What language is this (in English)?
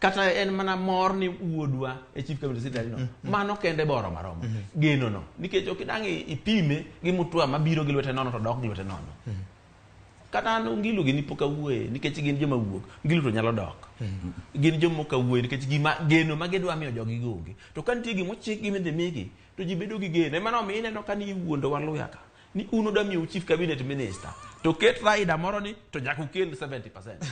Luo (Kenya and Tanzania)